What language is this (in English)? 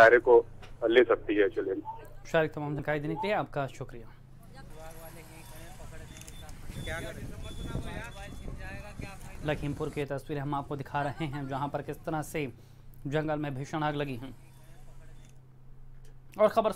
Hindi